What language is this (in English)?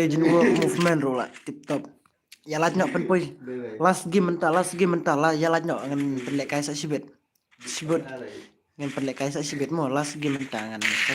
Khasi